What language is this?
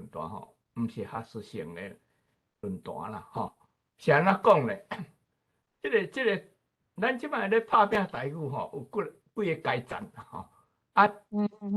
Min Nan Chinese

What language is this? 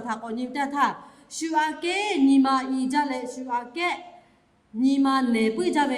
Lahu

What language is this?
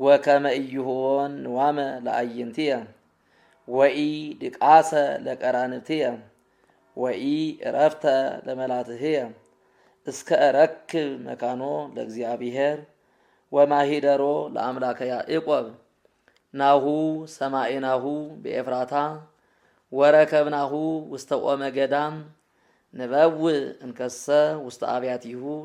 Geez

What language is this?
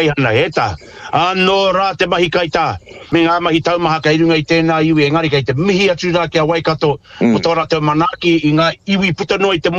Māori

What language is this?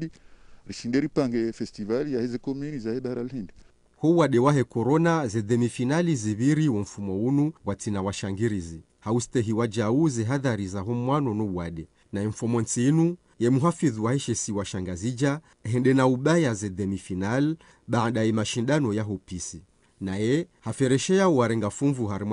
Ngazidja Comorian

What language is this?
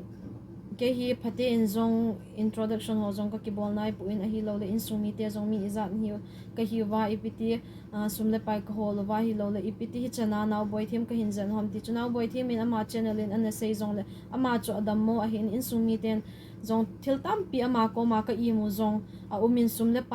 Thado Chin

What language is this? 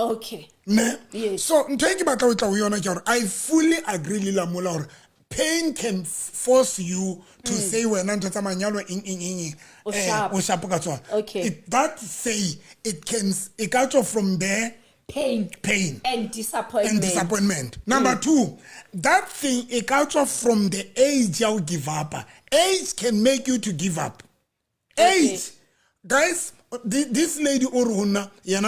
Southern Sotho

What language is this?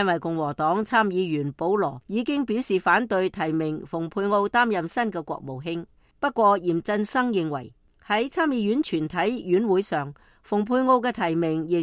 Cantonese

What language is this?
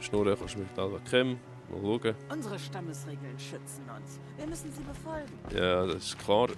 Swiss German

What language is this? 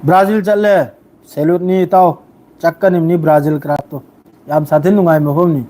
Manipuri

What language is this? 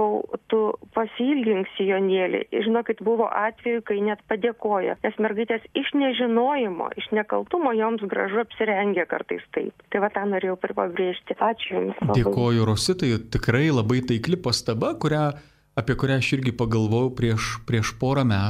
Lithuanian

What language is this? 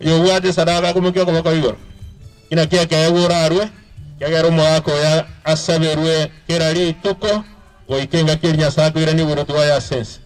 Gusii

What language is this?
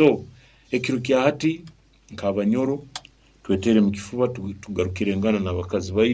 Nyoro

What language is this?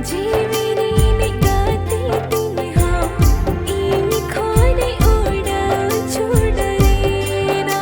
Santali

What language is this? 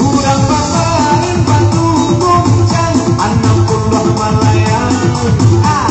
Minangkabau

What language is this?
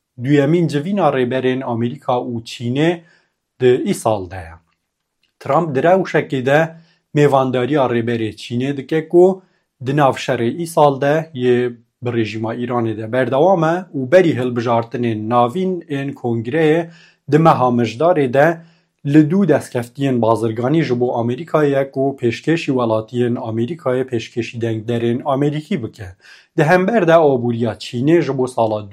Kurdish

